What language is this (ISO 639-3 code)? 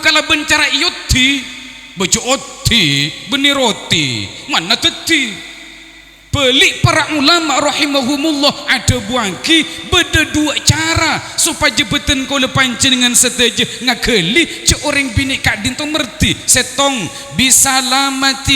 mad